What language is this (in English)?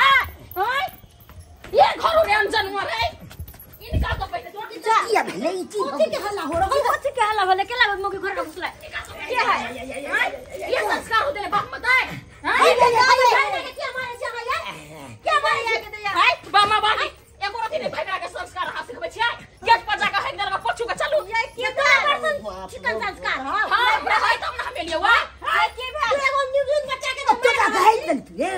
Maithili